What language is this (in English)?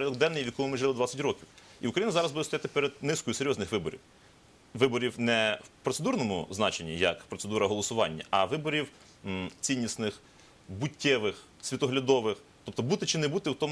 Ukrainian